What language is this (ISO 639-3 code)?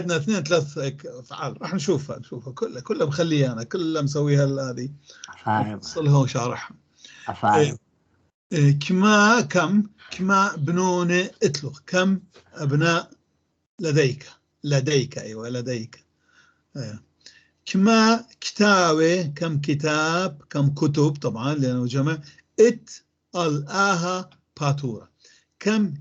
apc